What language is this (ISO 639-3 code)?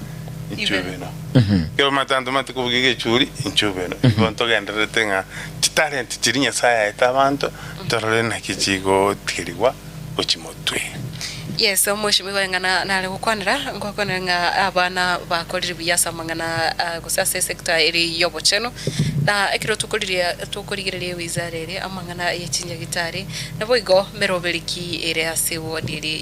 guz